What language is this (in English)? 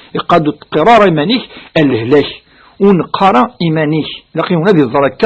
Kabyle